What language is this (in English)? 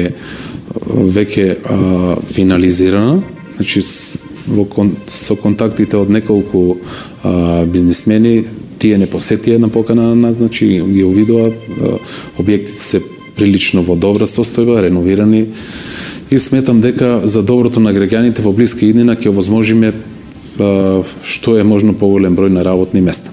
Macedonian